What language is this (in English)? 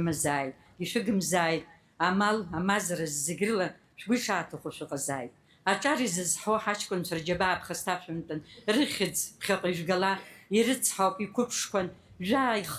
Abkhazian